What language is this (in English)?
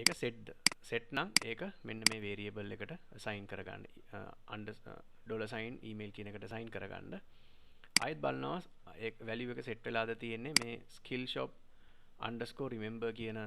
Sinhala